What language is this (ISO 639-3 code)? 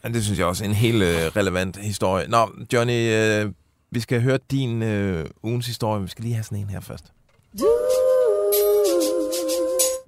dan